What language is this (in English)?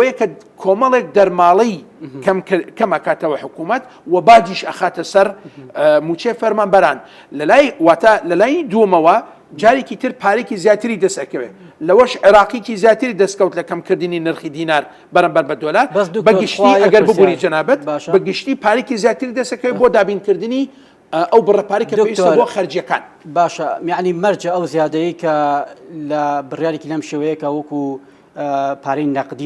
Central Kurdish